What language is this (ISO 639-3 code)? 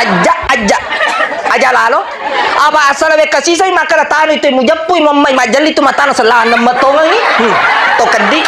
bug